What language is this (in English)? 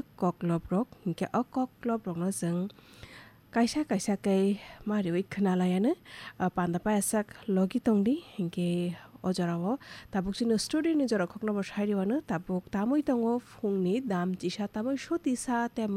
Kok Borok